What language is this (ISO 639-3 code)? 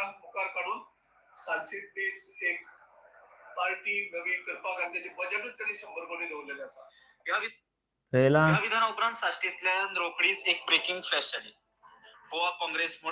kok